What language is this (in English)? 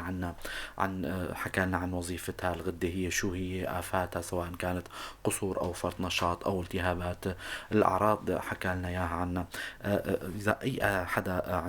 North Levantine Arabic